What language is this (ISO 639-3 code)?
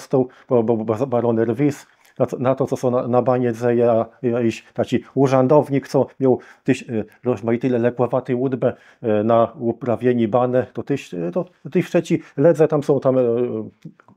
csb